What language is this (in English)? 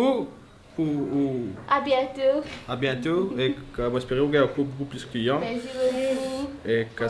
Morisyen